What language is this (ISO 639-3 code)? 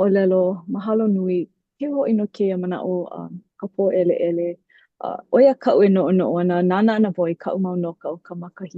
haw